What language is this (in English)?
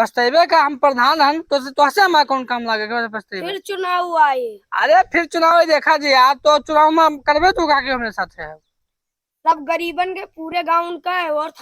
Awadhi